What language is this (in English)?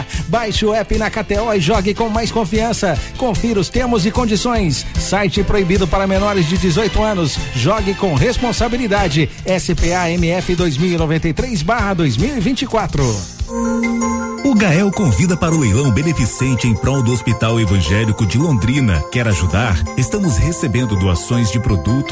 Portuguese